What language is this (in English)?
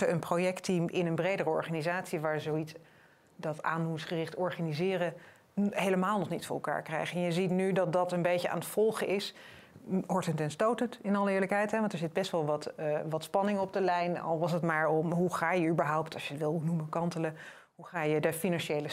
Dutch